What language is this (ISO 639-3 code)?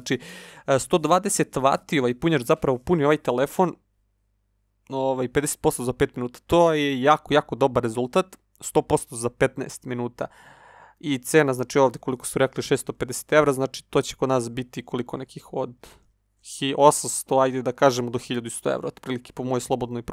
srp